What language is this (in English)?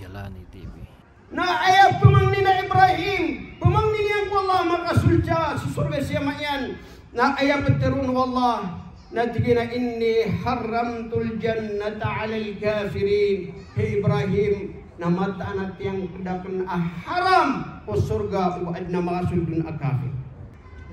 Maranao